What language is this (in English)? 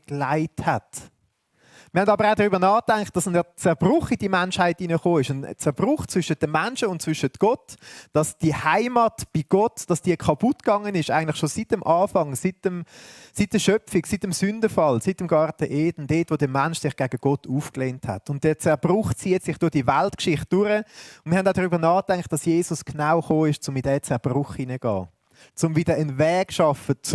Swiss German